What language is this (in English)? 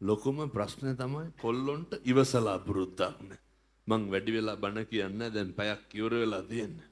Sinhala